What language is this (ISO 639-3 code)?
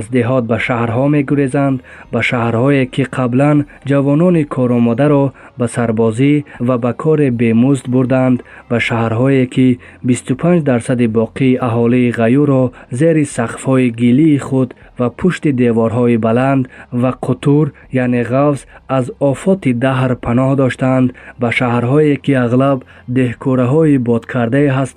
tgk